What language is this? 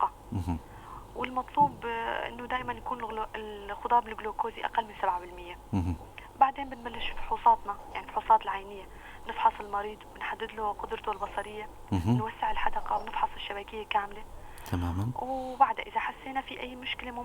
North Levantine Arabic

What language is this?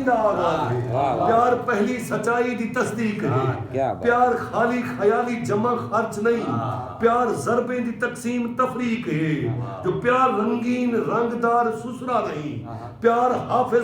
Saraiki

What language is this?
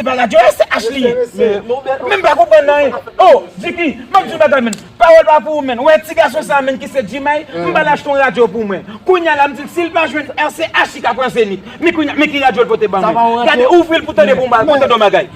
Haitian Creole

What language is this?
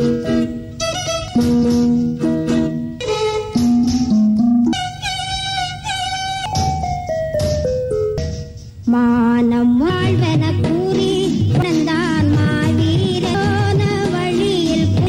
Tamil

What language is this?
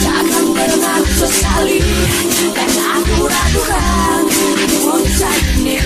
Banjar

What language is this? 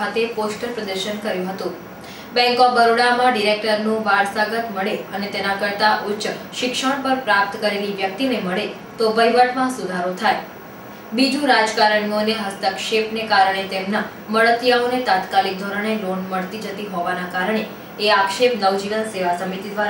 Gujarati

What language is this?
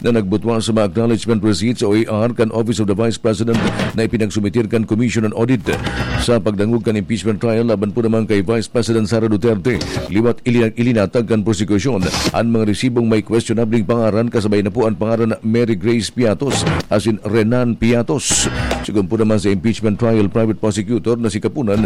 Bikol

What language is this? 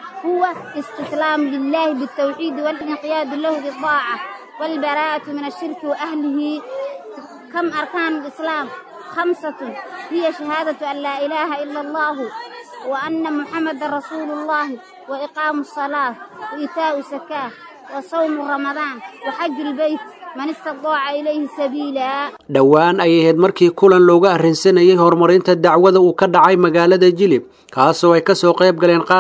Somali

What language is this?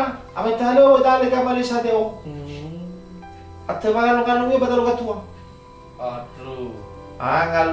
Nias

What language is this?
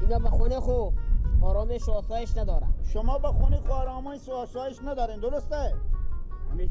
Persian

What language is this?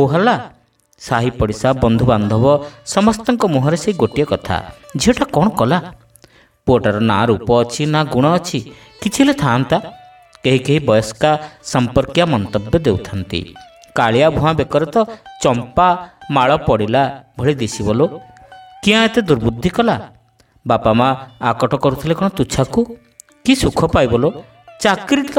Odia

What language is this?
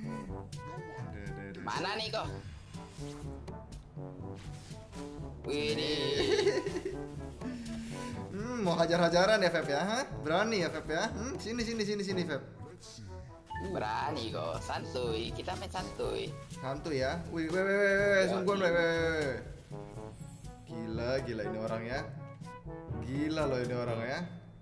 Indonesian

